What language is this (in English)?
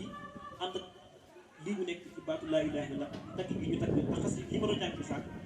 Wolof